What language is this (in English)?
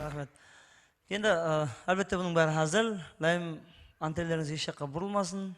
Kara-Kalpak